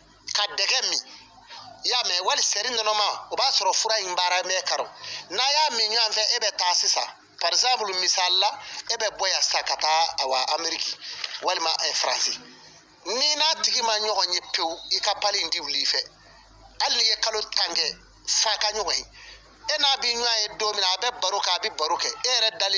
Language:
Bambara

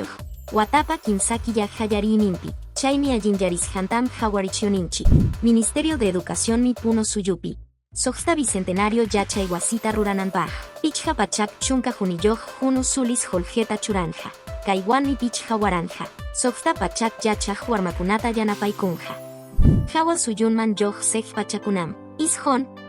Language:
Quechua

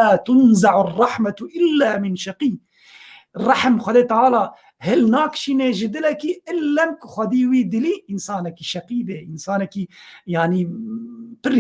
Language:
Kurdish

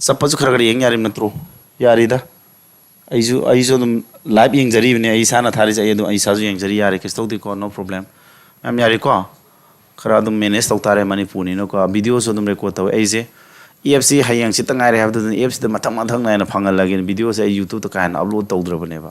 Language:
Manipuri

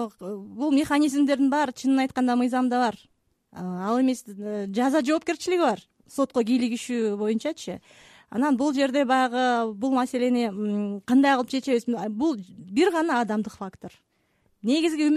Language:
Kyrgyz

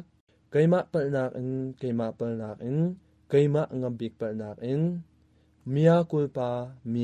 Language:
Hakha Chin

